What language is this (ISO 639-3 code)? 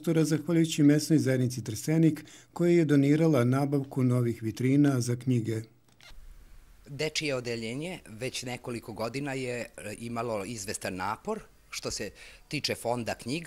srp